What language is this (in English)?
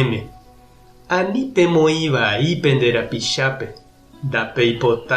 Guarani